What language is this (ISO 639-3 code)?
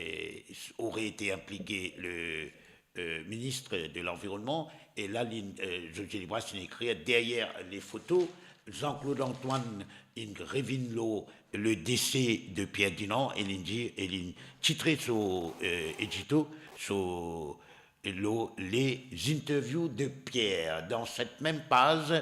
mfe